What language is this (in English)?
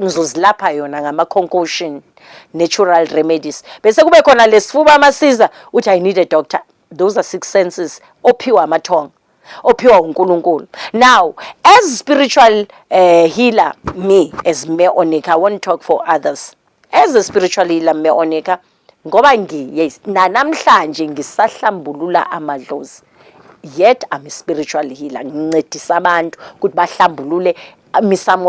Zulu